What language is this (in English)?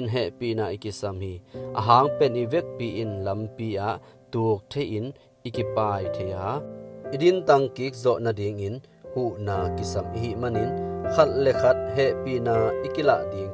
Tedim Chin